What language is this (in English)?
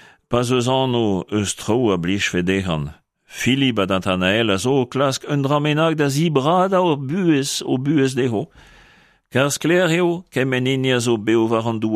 Breton